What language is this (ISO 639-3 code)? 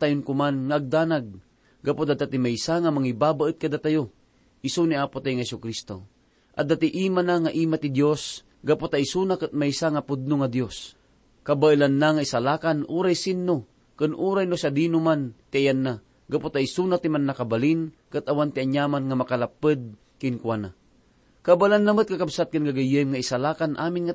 ilo